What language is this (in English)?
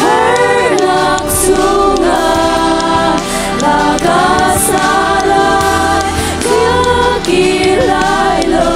Hakha Chin